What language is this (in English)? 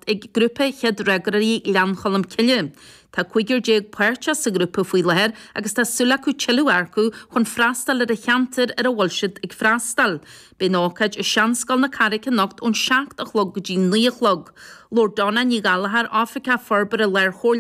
Irish